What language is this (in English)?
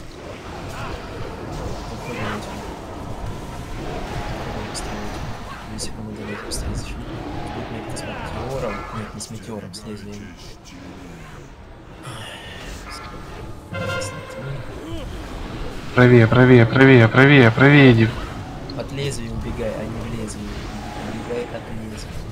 Russian